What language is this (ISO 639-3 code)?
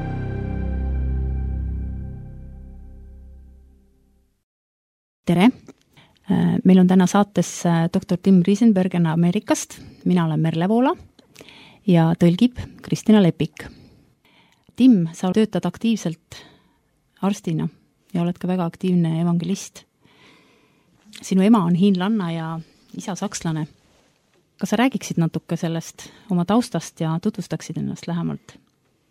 est